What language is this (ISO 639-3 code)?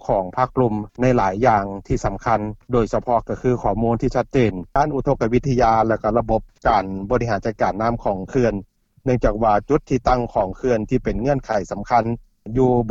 lao